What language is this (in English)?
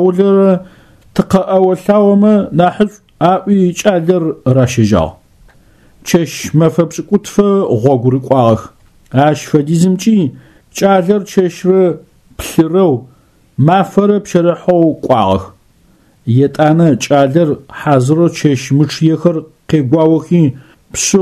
Adyghe